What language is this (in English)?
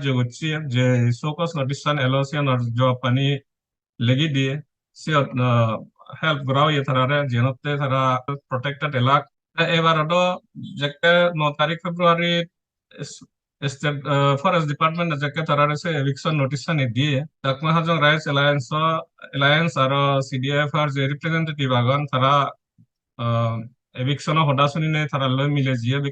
Chakma